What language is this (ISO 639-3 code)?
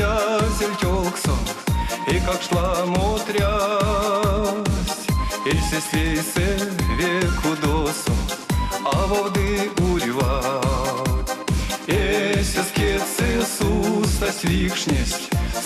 myv